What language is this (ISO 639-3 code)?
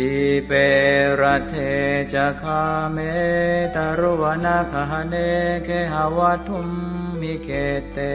pli